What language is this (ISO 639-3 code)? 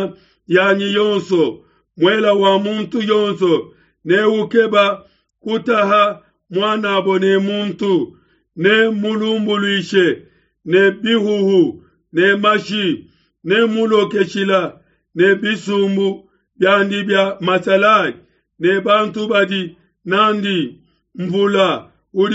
lua